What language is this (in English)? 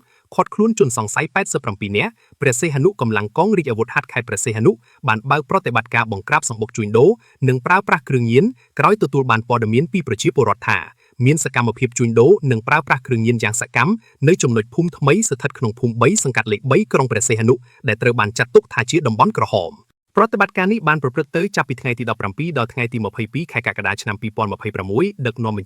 Khmer